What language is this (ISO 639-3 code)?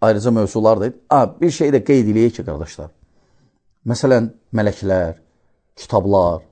aze